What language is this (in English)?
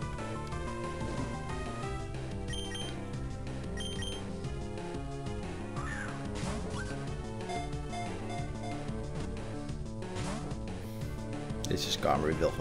Dutch